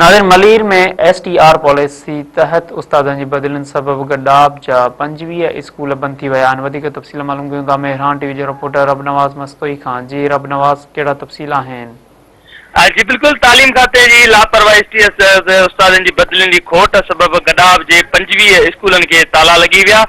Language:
Sindhi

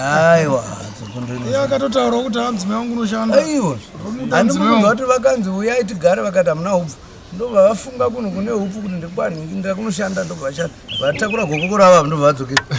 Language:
Shona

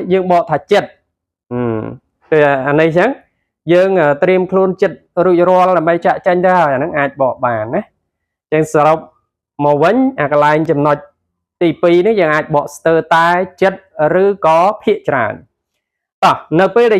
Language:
Khmer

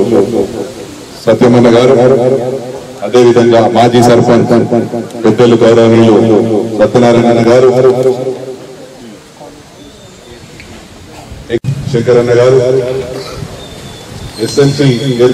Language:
Telugu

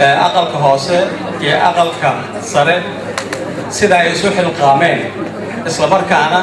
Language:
Somali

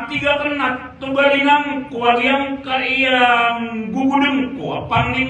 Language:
Maranao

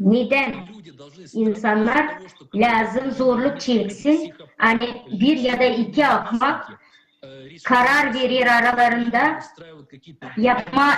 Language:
Gagauz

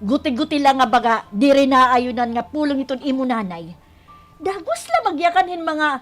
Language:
Waray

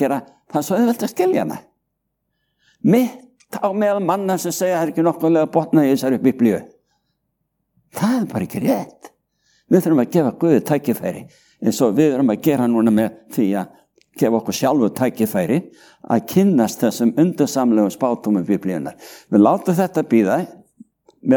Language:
Icelandic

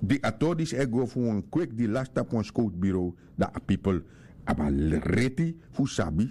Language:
Sranan Tongo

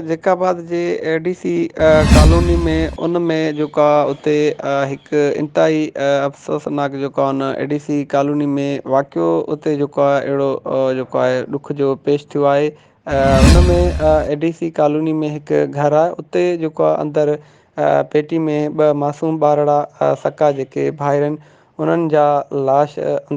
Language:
Sindhi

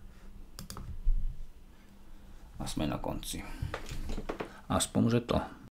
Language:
Slovak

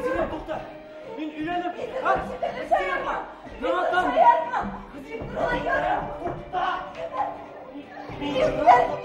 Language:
Bashkir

